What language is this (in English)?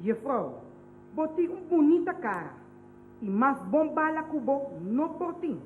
Papiamento